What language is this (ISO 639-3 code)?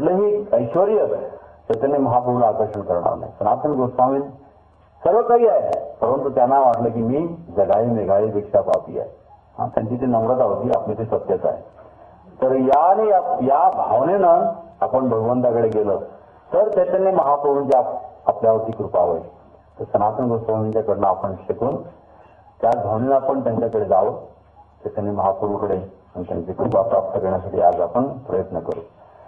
mar